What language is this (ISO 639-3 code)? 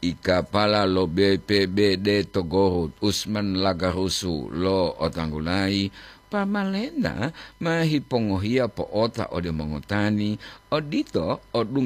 gor